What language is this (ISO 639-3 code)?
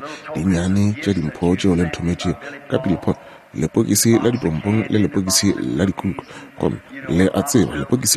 nso